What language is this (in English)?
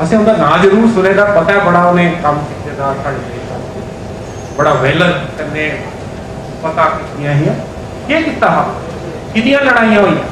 Dogri